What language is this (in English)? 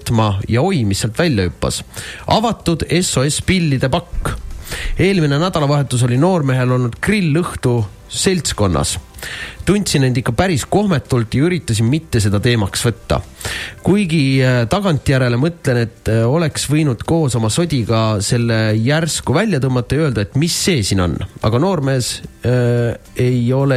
Estonian